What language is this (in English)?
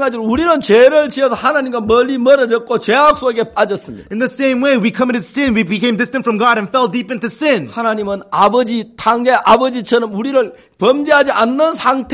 Korean